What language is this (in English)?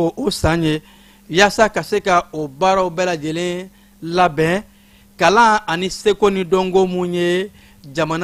Bambara